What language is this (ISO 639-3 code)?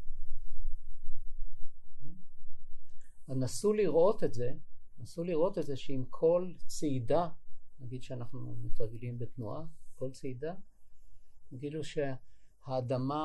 heb